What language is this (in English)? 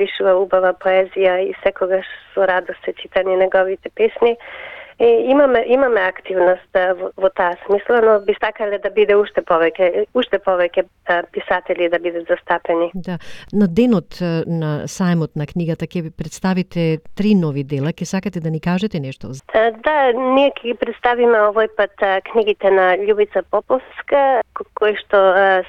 Macedonian